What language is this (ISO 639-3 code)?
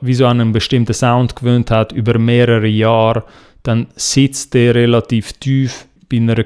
gsw